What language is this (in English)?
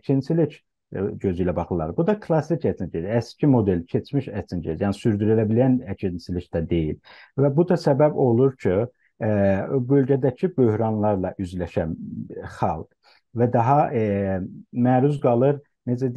South Azerbaijani